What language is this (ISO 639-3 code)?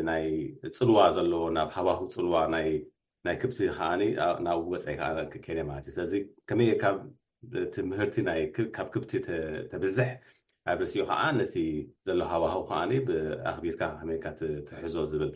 tir